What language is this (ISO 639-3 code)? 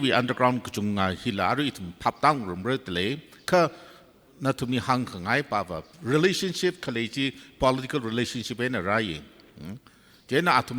nmf